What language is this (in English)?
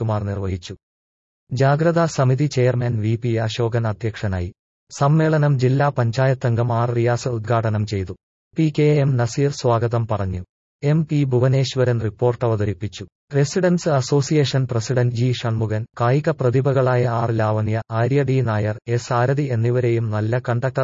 Malayalam